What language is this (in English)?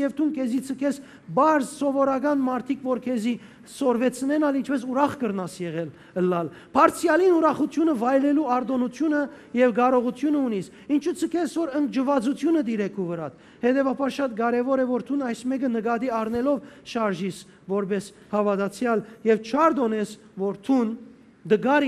Western Armenian